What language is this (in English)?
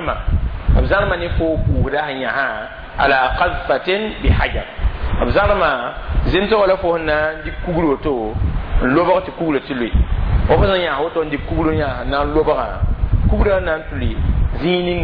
Mossi